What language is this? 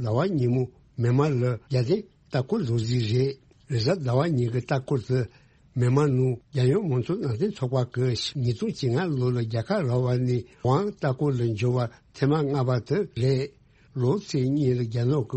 Tibetan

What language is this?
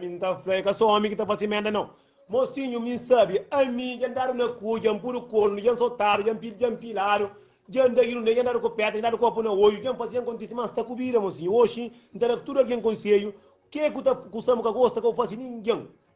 Kabuverdianu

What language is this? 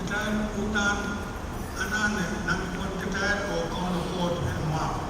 Pohnpeian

